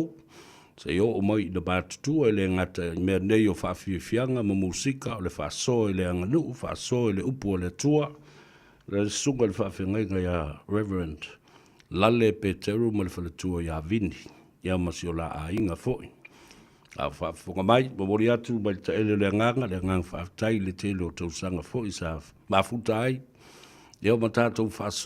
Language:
Samoan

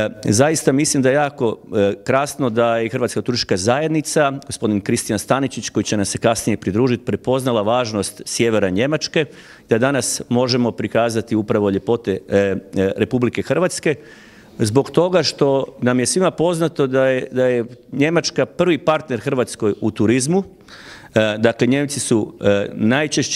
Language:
Croatian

